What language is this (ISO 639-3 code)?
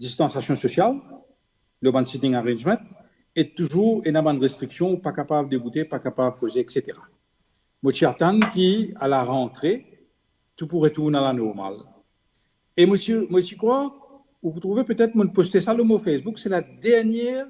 mfe